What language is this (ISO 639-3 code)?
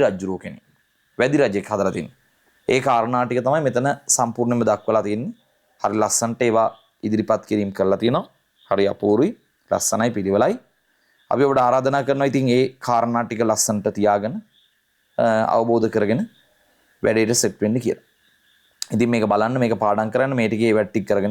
sin